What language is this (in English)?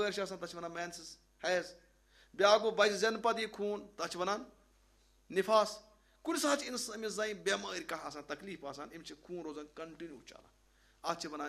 Kashmiri